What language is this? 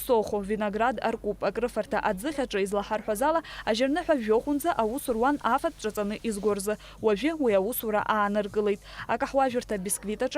Abkhazian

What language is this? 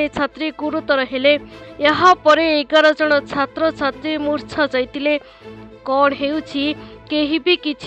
Odia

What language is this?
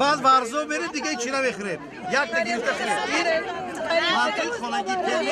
Tajik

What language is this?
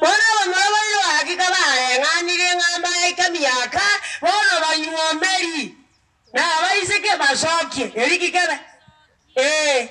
Gusii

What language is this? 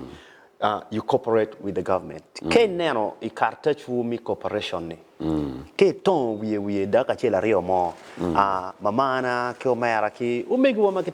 Acoli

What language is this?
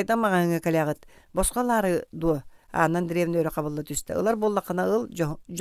Yakut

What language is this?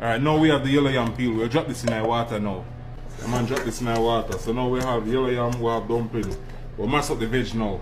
Jamaican Creole English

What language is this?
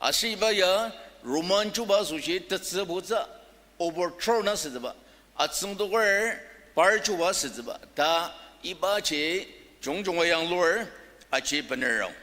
Ao Naga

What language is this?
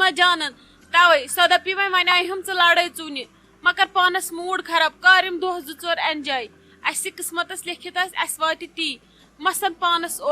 Kashmiri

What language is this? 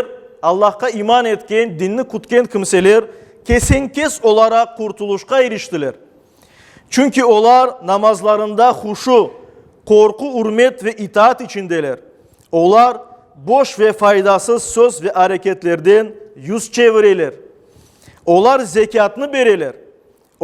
Crimean Tatar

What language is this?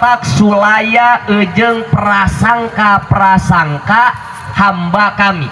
Sundanese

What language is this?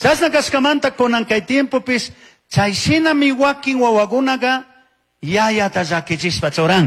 Chimborazo Highland Quichua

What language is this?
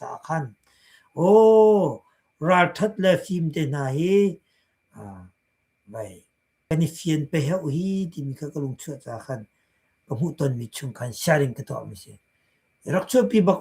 Hakha Chin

